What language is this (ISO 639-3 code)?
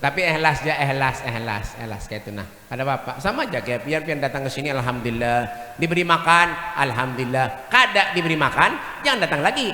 bjn